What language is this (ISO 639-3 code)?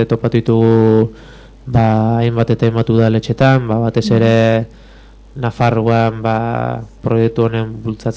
eus